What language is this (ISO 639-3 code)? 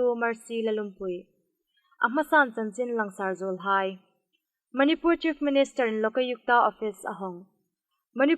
hmr